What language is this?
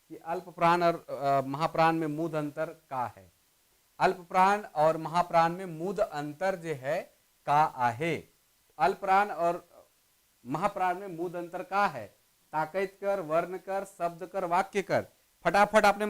Sadri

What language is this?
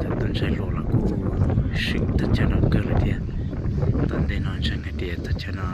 Hmong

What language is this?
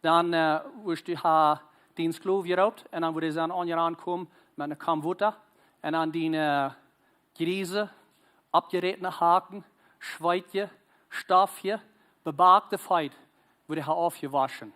Plautdietsch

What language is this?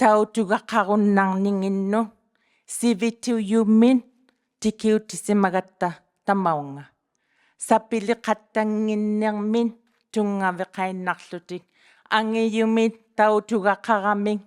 Inuktitut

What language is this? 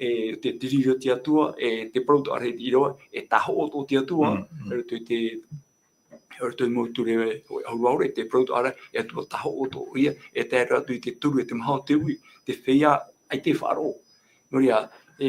Tahitian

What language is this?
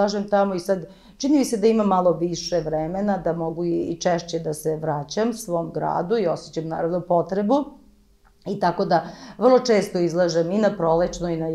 Serbian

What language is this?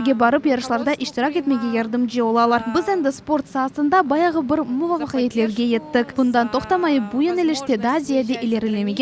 Crimean Tatar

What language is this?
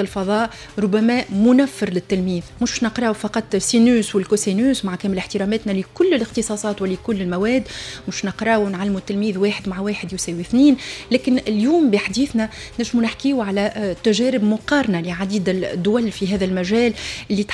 Tunisian Arabic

